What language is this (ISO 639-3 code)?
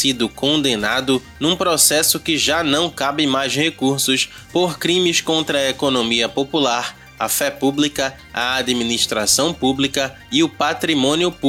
por